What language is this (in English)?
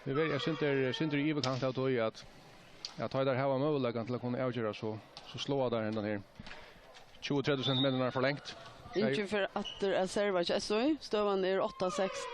Faroese